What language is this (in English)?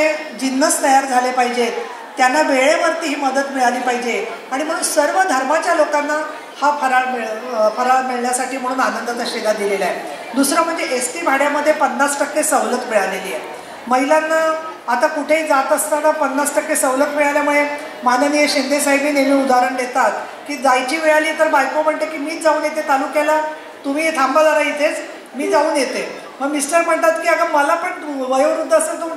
Marathi